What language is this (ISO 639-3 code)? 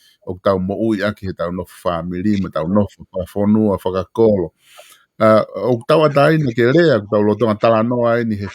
ton